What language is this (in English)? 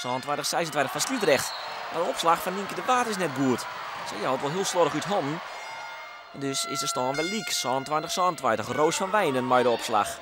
Western Frisian